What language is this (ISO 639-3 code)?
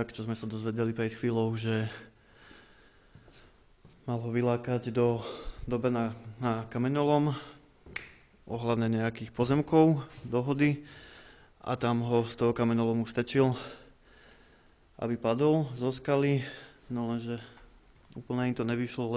slk